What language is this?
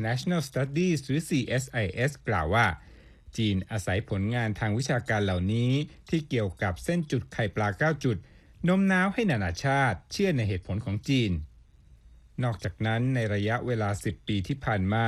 Thai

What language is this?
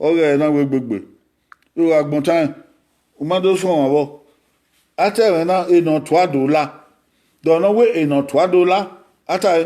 Bini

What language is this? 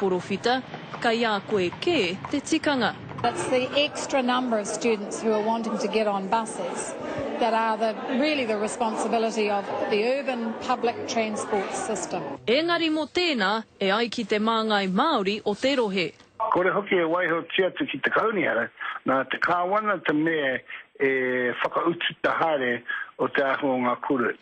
Māori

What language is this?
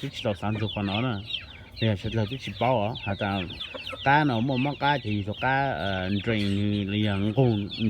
Hmong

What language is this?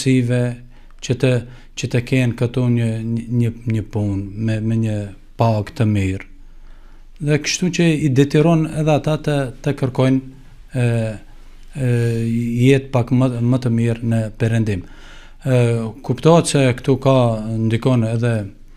Albanian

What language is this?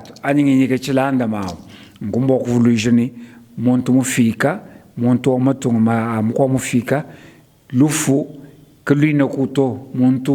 Luba-Lulua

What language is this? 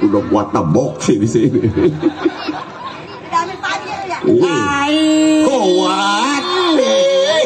Betawi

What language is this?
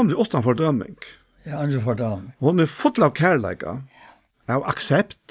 Faroese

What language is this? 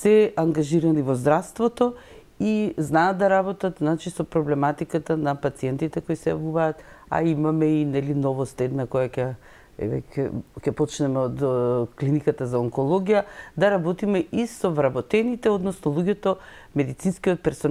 Macedonian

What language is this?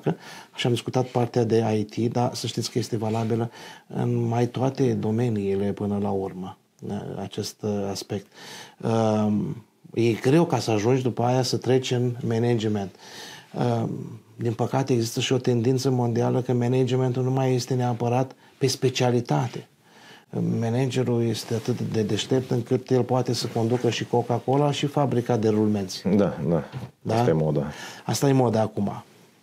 Romanian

